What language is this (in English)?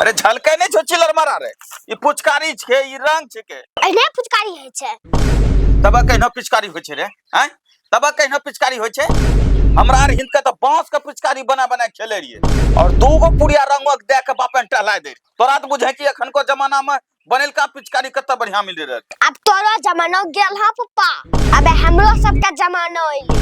Angika